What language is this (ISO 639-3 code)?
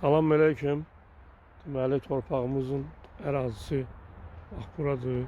aze